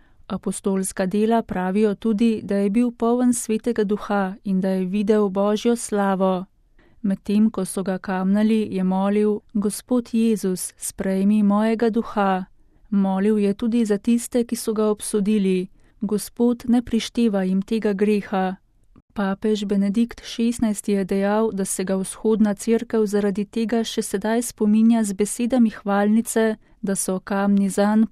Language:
Slovenian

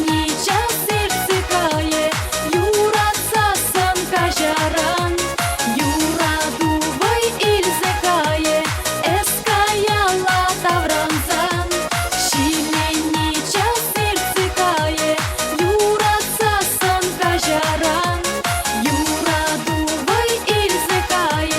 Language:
Chuvash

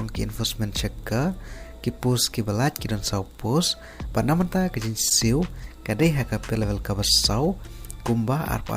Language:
Khasi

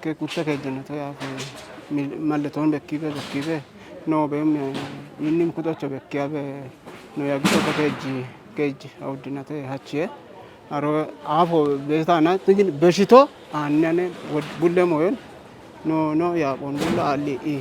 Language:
Kafa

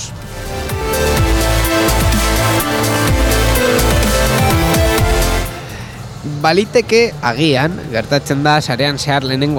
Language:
Basque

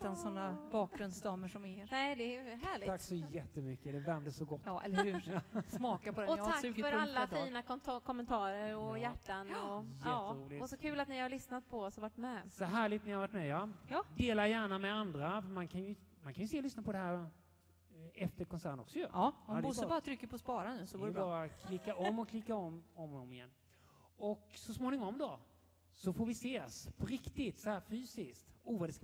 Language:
Swedish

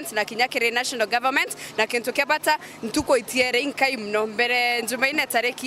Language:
Meru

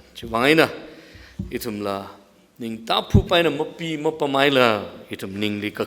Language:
Tangkhul Naga (India)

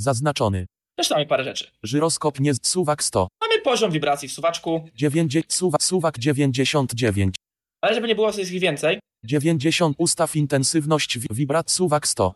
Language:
Polish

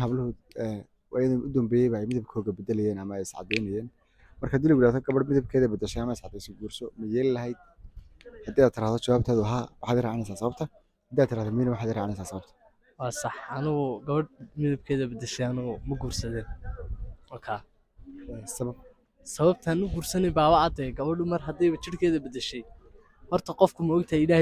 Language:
Somali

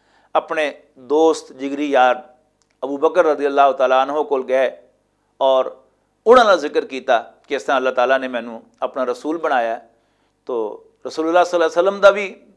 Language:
Western Panjabi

